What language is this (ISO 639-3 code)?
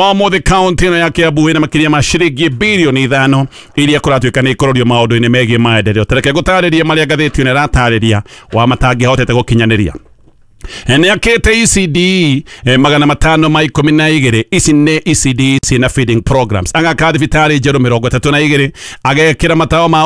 kik